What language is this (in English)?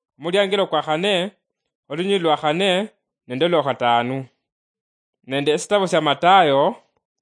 Luyia